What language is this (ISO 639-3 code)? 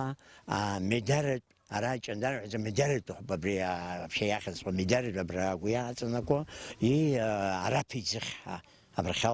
abk